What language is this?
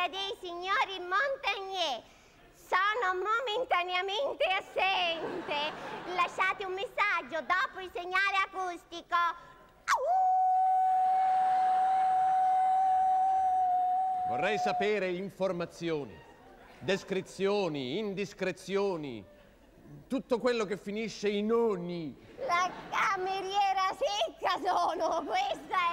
Italian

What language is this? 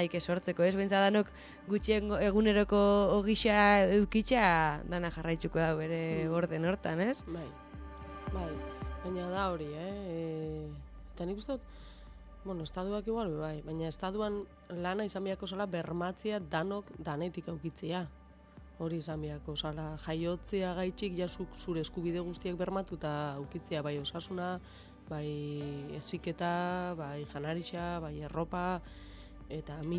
Basque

